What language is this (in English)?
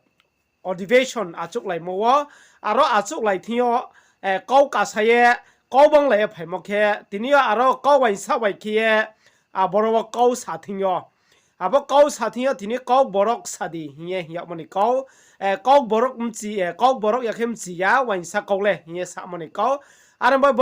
Riang (India)